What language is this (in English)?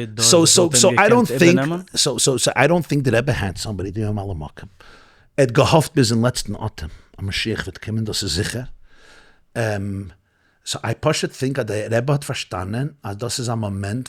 Yiddish